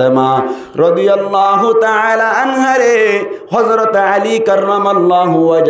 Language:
Rohingya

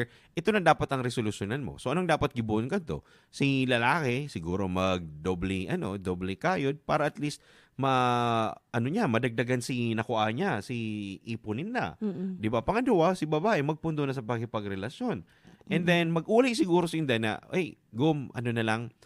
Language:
Bikol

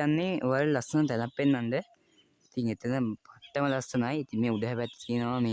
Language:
Sinhala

